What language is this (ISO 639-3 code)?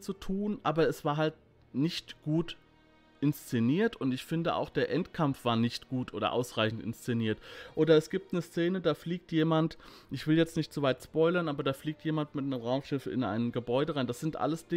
deu